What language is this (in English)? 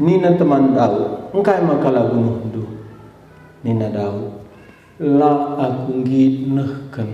Batak Karo